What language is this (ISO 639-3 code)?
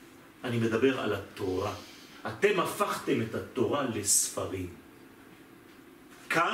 heb